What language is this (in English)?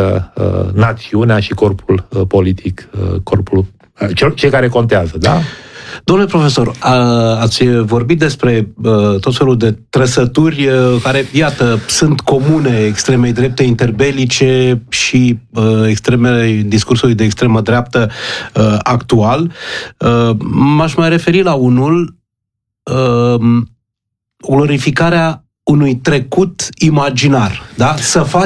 Romanian